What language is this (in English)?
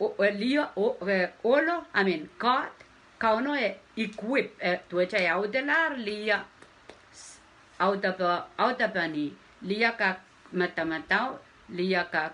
Pohnpeian